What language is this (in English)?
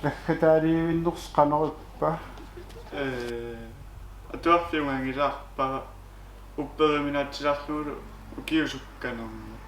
Kalaallisut